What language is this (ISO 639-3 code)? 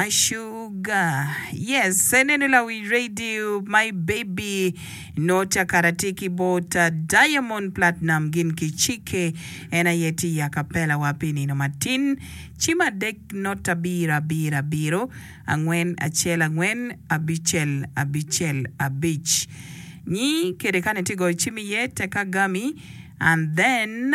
ach